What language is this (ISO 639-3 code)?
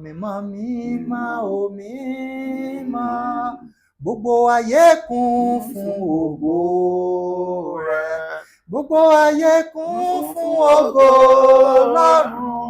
yor